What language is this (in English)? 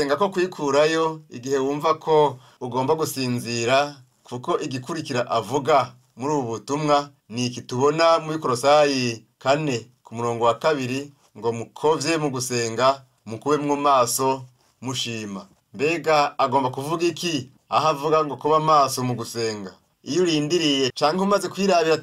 Rundi